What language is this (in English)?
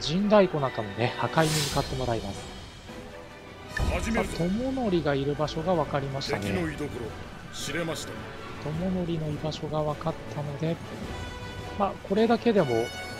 Japanese